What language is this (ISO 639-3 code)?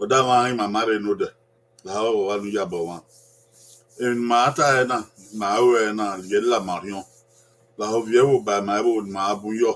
bin